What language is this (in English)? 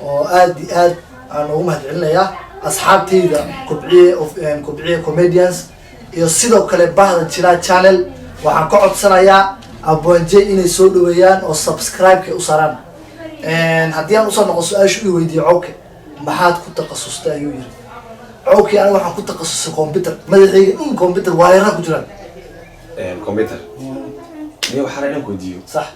Somali